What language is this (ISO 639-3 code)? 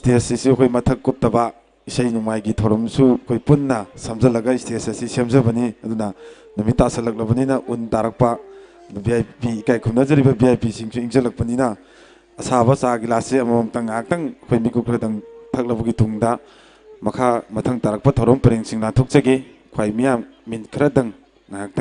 mni